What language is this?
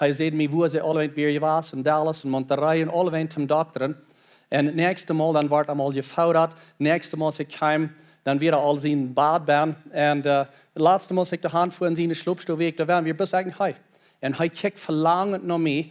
Plautdietsch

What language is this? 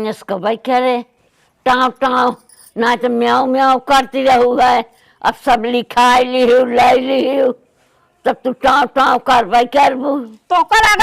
Awadhi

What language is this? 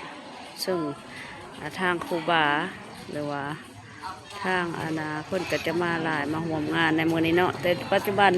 Lao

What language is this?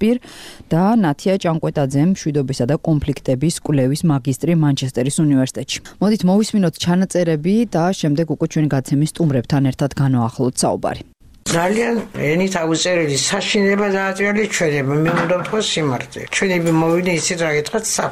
Georgian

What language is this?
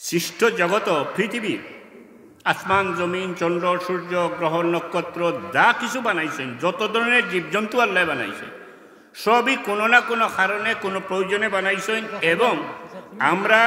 Sylheti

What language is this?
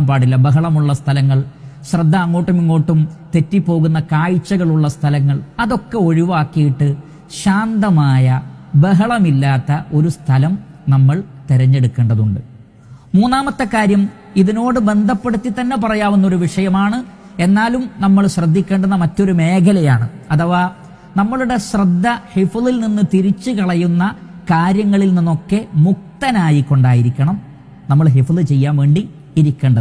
Malayalam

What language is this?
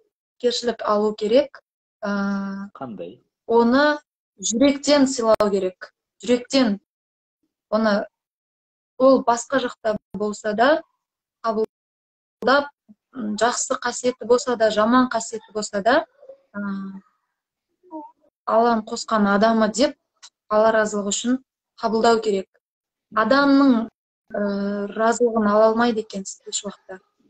Kazakh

